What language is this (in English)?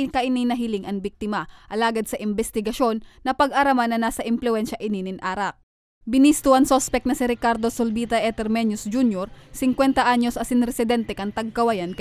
Bikol